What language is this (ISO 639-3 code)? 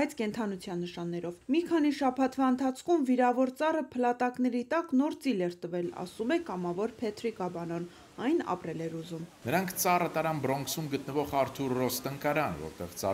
hye